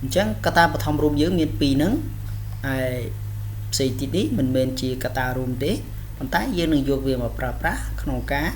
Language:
Khmer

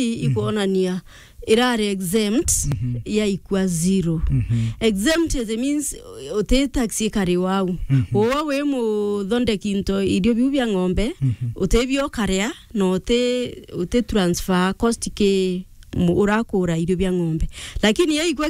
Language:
Meru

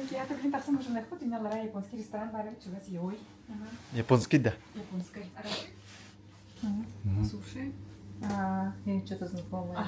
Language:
Yakut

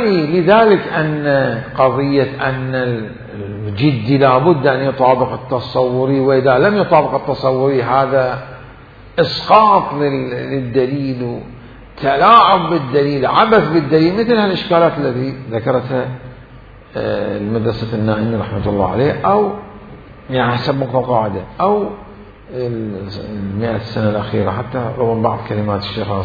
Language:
Mesopotamian Arabic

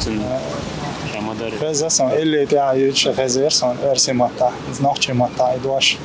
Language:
Chechen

